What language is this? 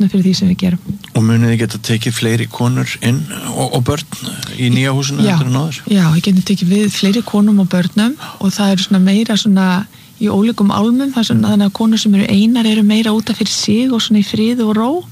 Icelandic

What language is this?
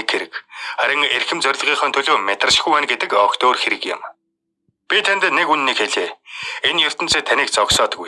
Mongolian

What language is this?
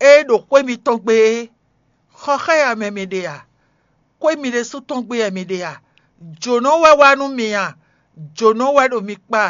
Fon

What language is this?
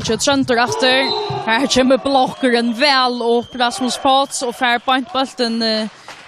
Faroese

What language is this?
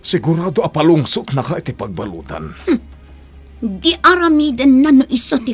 Iloko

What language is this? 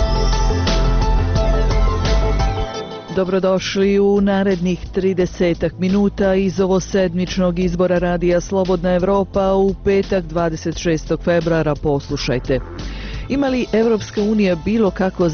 Bosnian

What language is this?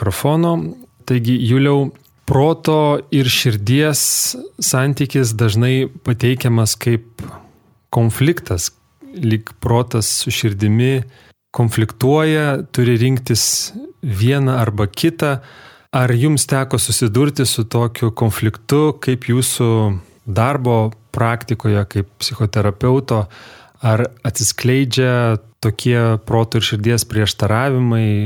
Lithuanian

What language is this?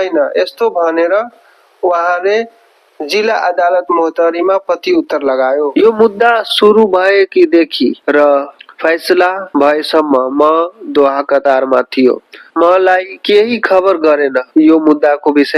Nepali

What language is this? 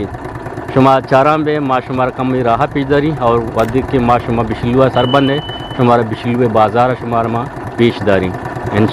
Eastern Balochi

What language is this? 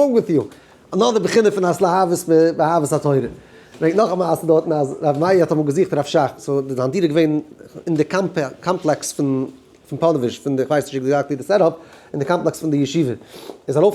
Yiddish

